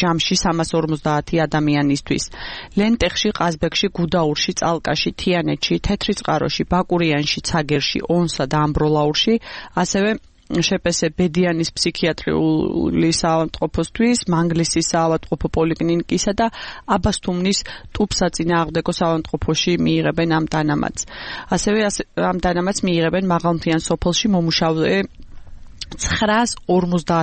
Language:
Georgian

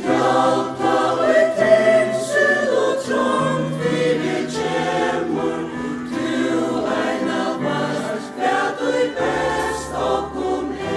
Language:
Faroese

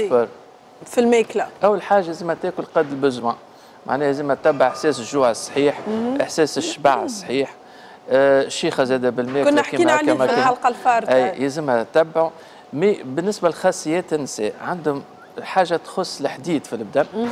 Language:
Tunisian Arabic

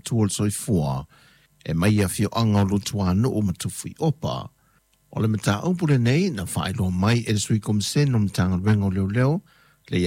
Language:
Samoan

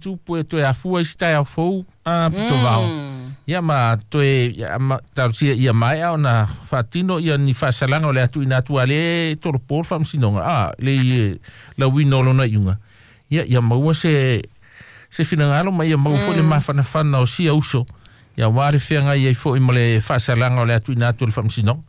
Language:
Samoan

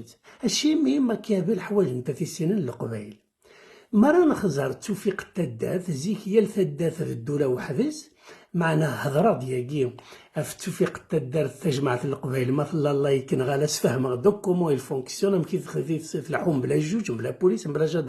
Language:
Kabyle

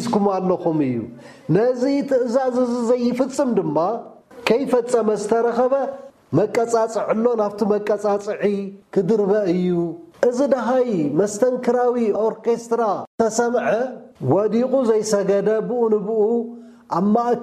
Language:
Tigrinya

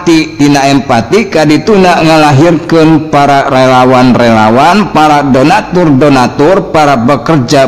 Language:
Sundanese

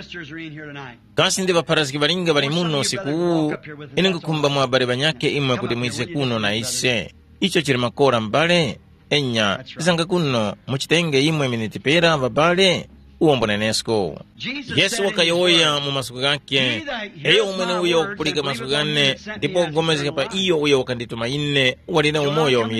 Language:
Tumbuka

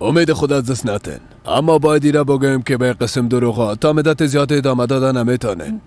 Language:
Persian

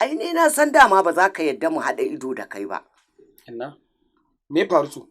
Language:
Hausa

